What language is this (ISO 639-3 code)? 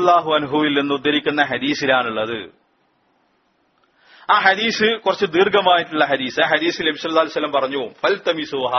mal